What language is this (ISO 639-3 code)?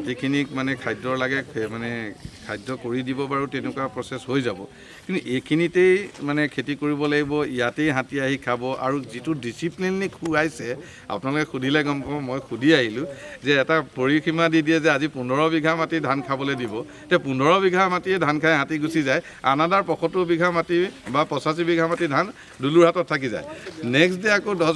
asm